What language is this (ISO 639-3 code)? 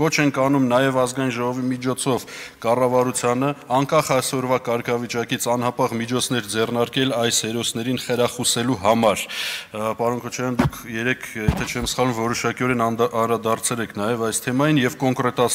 hye